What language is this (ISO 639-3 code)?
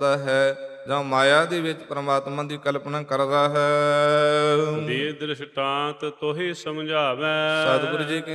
pan